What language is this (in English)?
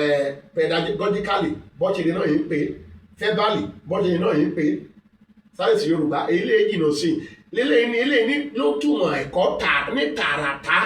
Yoruba